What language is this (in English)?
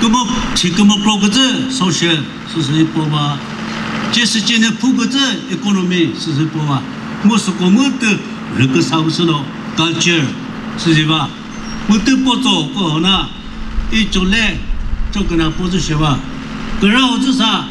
Chokri Naga